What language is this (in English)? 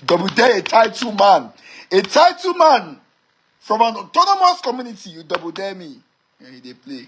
Nigerian Pidgin